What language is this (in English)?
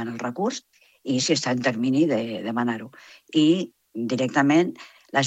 Catalan